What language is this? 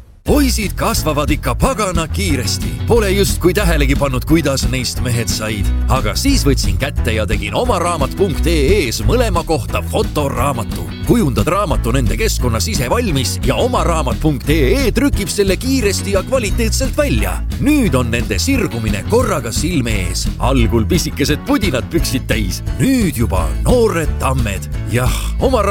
Estonian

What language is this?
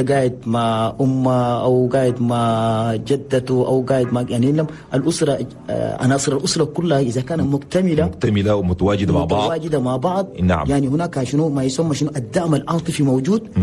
Chadian Arabic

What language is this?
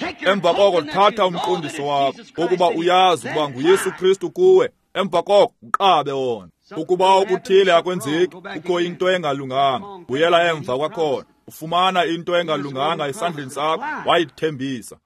Xhosa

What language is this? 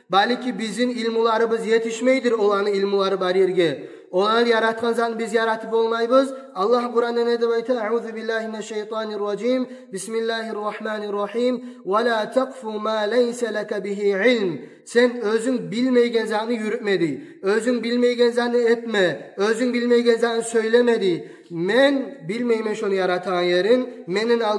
Kumyk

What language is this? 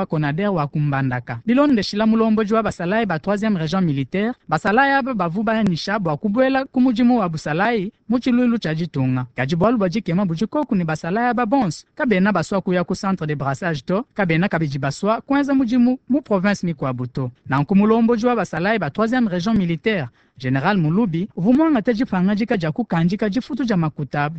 Luba-Lulua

